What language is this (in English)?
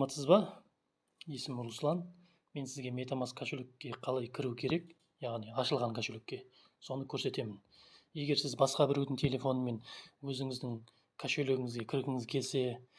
Kazakh